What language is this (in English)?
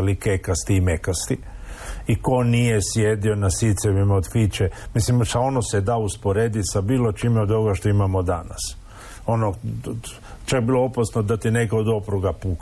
Croatian